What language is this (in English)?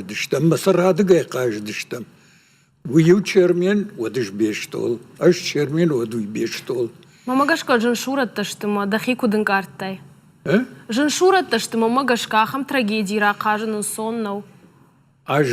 Ossetic